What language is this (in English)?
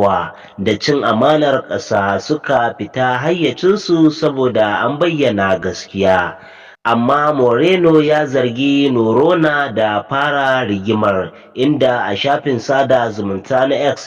Hausa